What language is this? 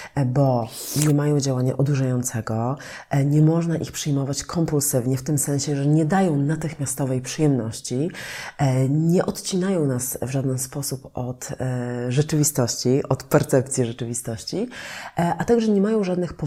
Polish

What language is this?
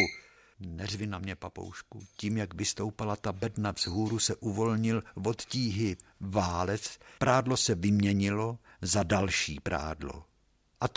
Czech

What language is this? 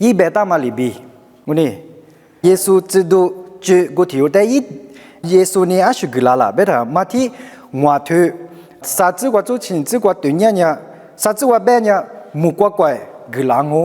Lisu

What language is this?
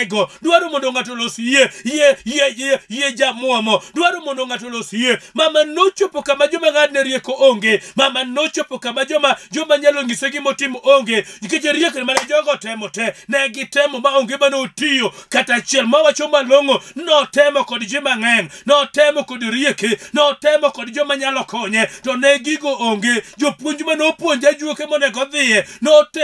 Luo (Kenya and Tanzania)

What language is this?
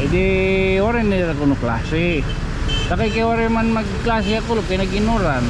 Waray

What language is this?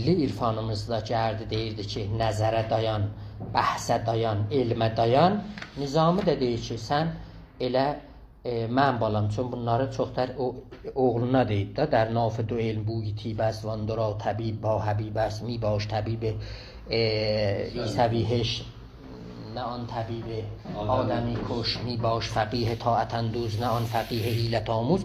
South Azerbaijani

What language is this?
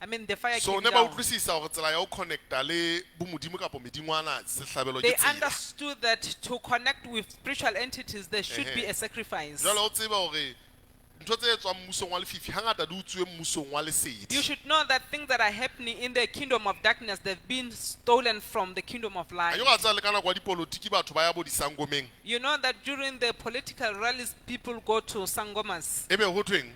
Southern Sotho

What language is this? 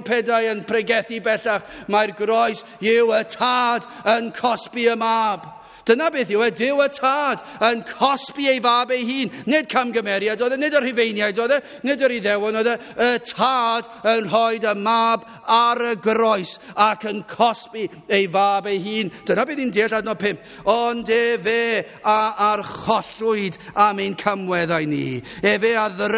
Welsh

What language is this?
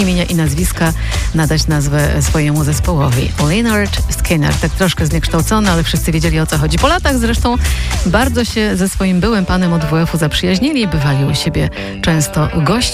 Polish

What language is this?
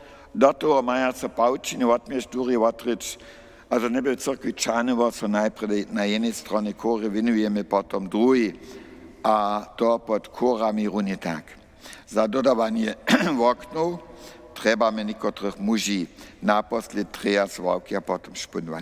Upper Sorbian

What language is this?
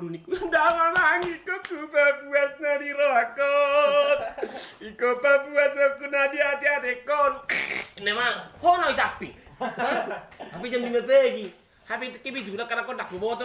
Batak Toba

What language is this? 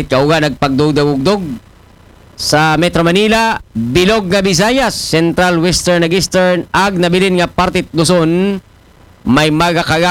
Aklanon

